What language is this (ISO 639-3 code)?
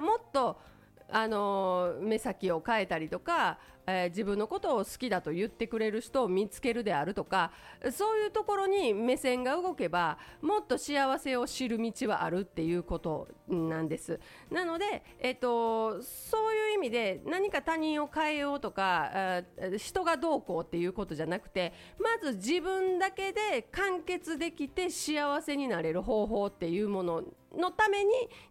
jpn